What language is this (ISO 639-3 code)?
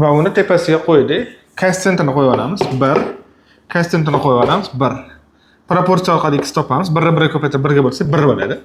uzb